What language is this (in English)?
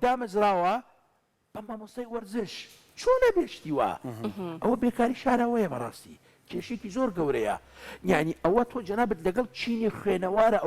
Central Kurdish